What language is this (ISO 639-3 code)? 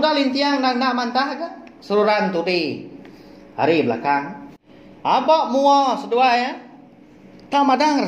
iba